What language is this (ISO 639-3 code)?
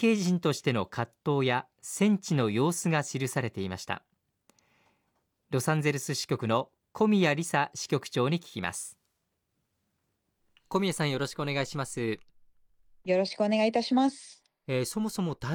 jpn